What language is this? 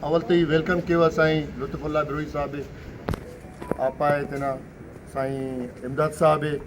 Brahui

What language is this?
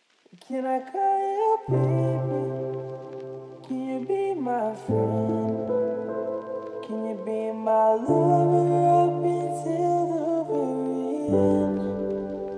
English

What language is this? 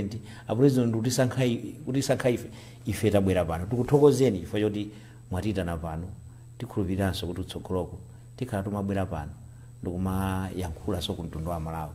Nyanja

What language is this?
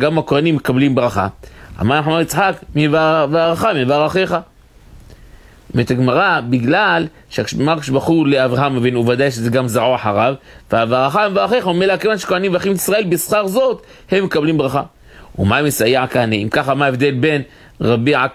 Hebrew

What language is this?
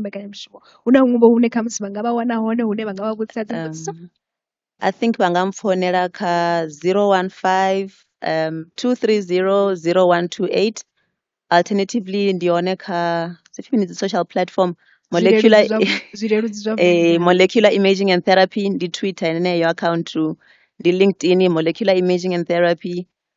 Venda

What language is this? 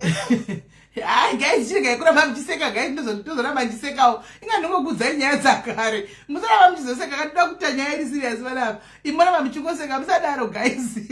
Shona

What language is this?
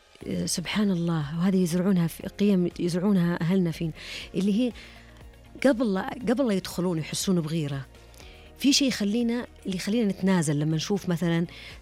Najdi Arabic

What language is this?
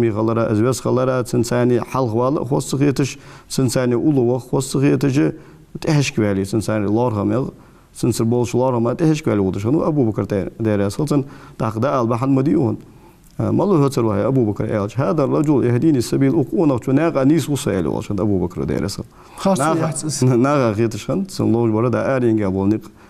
Ingush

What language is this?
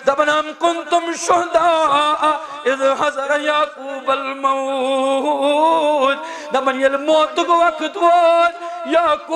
Kashmiri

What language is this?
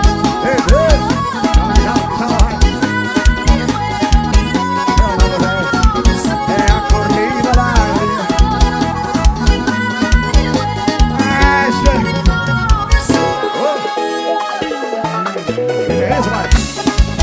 Portuguese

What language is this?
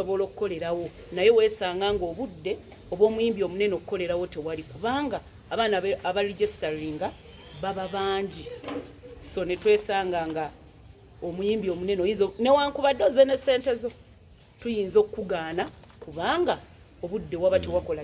Ganda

